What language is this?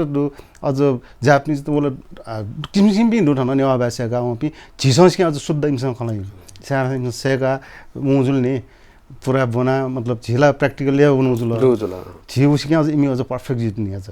Newari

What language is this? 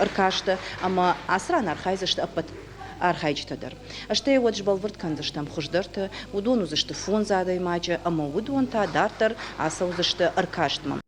Ossetic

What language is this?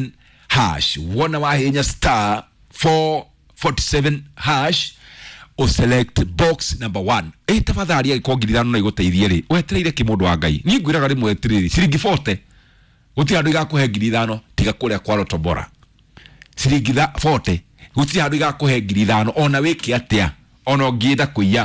Kikuyu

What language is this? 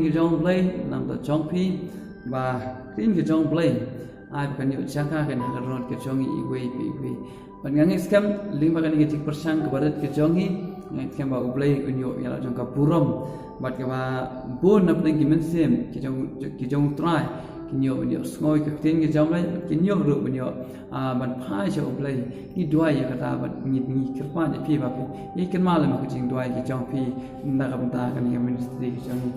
Khasi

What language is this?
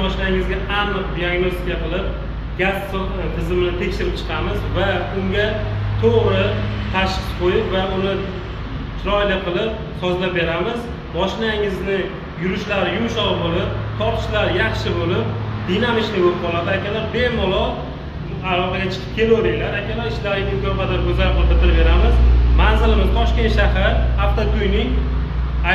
Uzbek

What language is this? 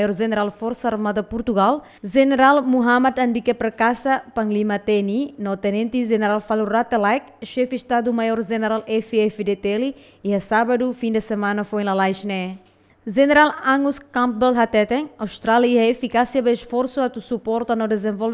Tetum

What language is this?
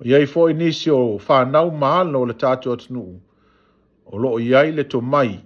Samoan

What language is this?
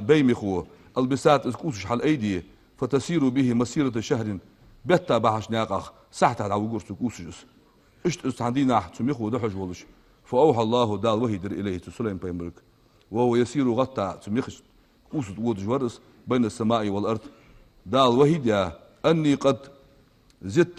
Ingush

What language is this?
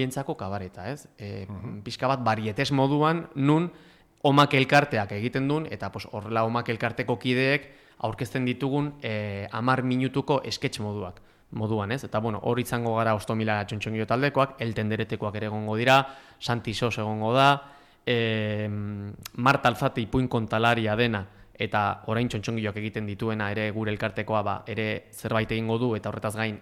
Basque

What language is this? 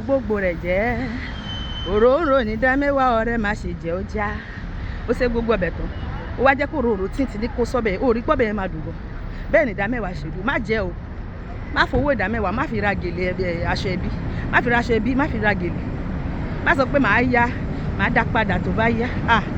Yoruba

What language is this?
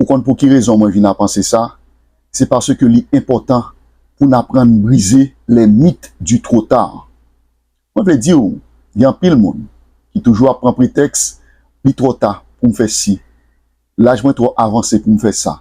Haitian Creole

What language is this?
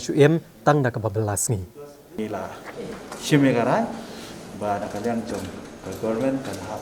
Khasi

